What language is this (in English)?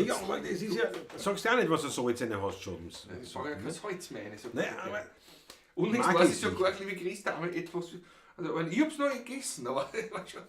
Bavarian